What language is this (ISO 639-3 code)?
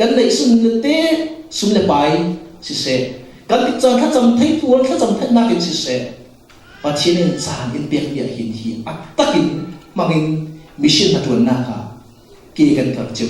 cfm